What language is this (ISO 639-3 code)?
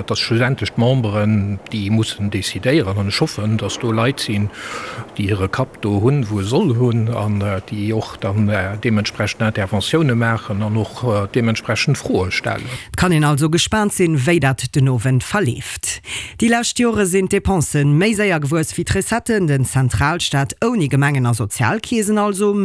ltz